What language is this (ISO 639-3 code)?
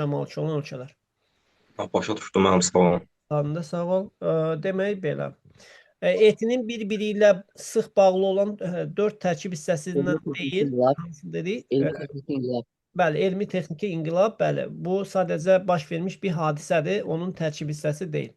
aze